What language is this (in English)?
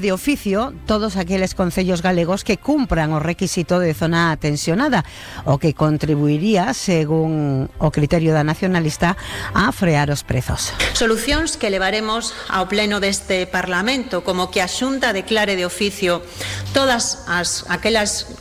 Galician